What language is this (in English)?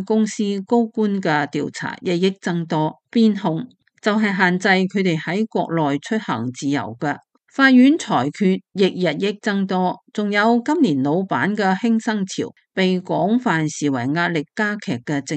Cantonese